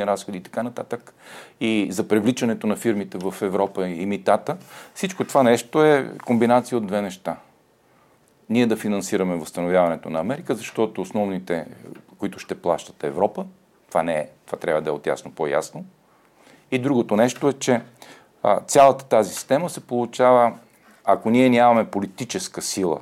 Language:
Bulgarian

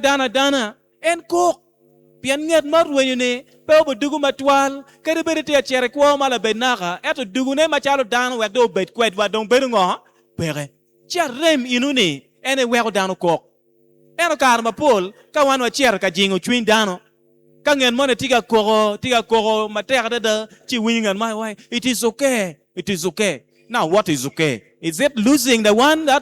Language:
Acoli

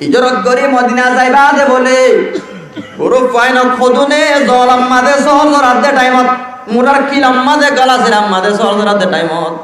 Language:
Rohingya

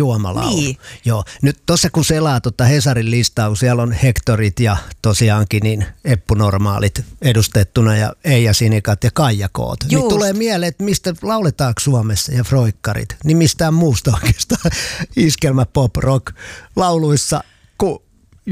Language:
Finnish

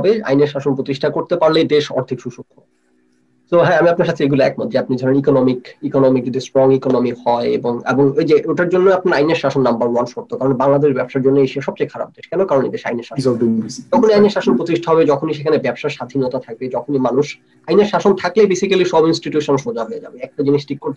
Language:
Bangla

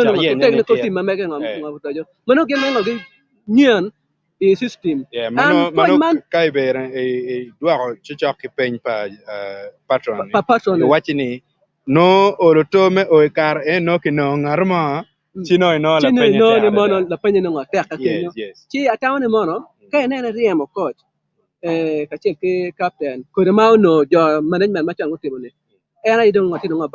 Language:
Acoli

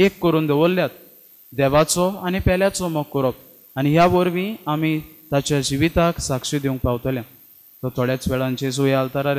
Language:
Konkani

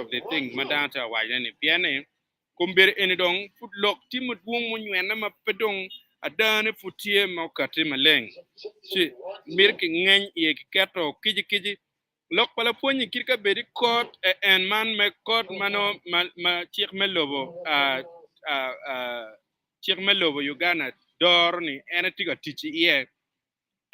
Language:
Acoli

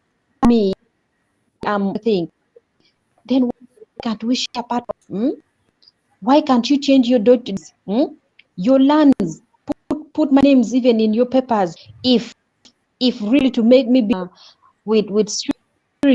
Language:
Acoli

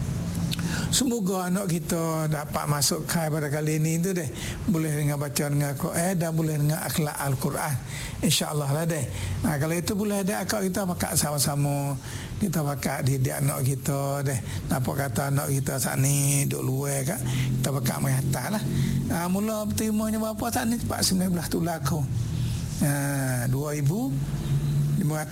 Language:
Malay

